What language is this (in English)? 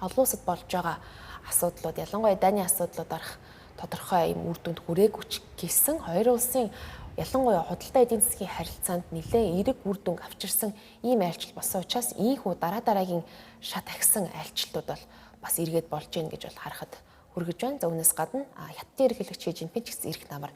Mongolian